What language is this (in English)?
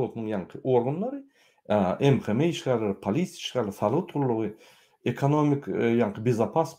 Turkmen